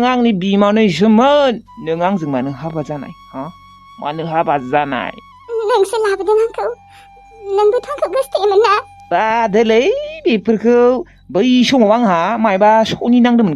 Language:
Bodo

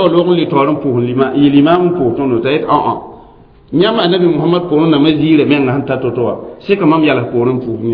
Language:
Mossi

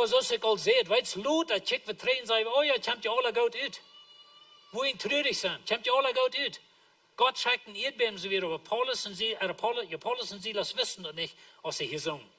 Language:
Plautdietsch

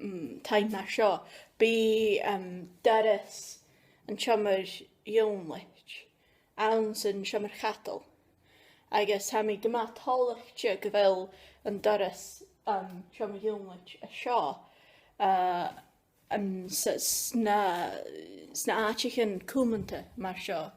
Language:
Scottish Gaelic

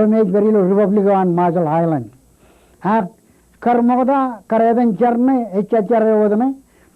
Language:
Marshallese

